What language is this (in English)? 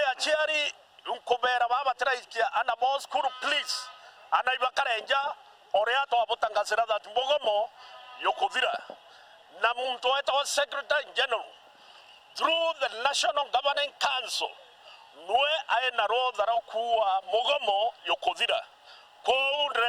Meru